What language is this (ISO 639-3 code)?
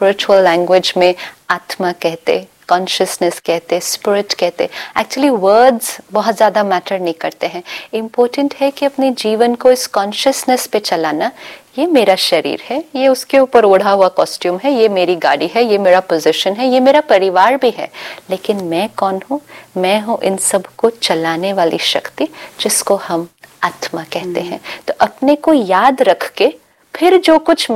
hin